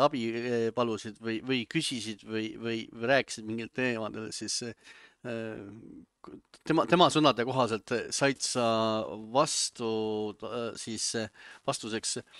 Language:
Estonian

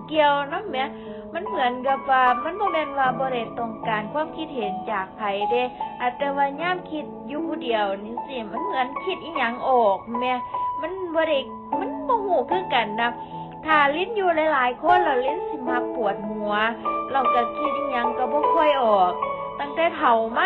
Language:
Northeastern Thai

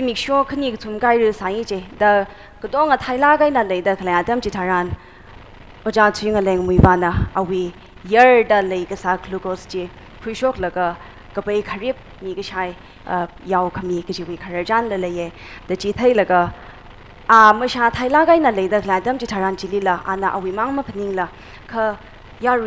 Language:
Tangkhul Naga (India)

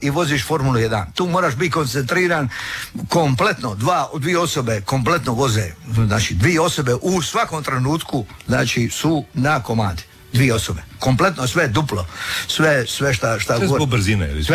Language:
Croatian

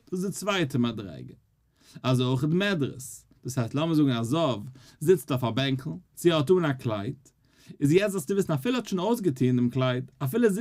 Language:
Yiddish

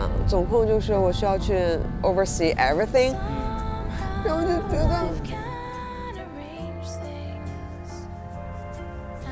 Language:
Chinese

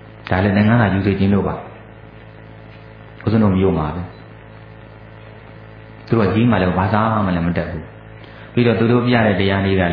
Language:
Burmese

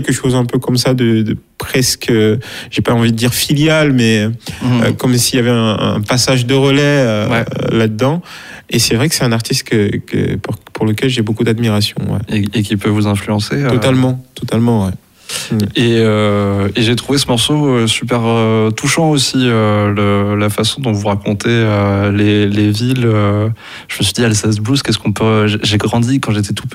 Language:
French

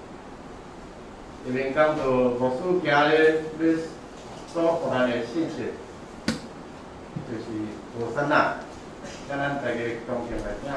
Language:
Min Nan Chinese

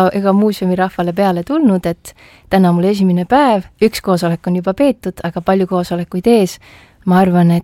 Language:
Estonian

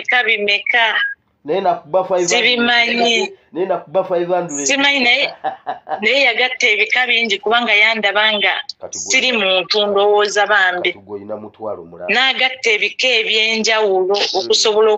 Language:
Ganda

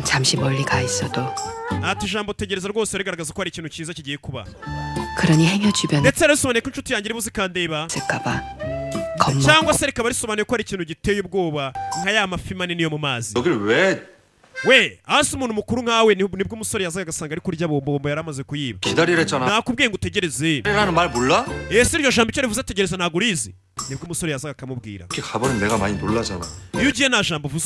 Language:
Kinyarwanda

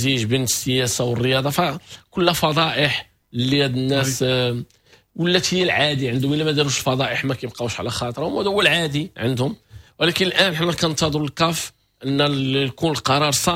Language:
Moroccan Arabic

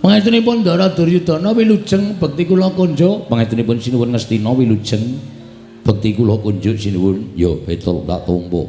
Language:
Javanese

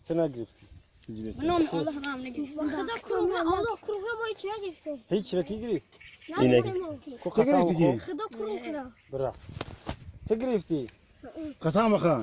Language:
Tajik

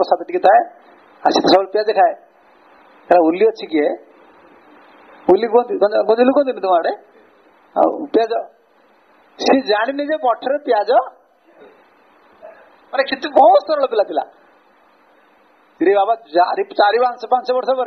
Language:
Odia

